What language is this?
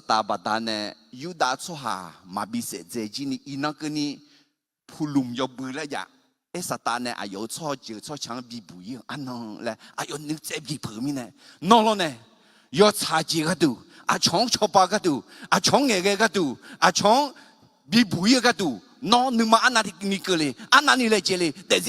Akha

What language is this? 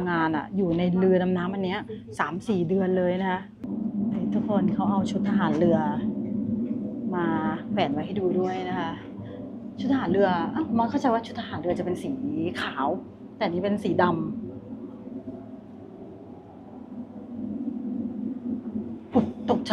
Thai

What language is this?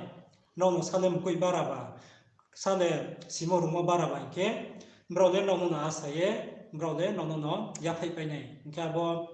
Riang (India)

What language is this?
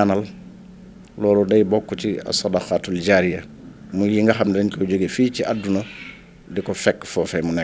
Wolof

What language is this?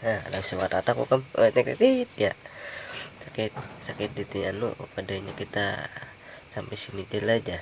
Banjar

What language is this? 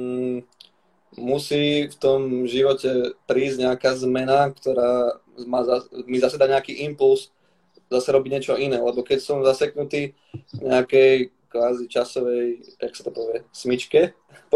Slovak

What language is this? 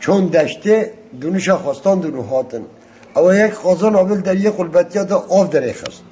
Kurdish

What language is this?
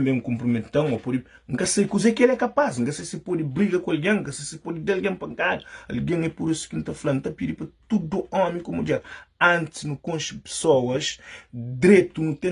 Kabuverdianu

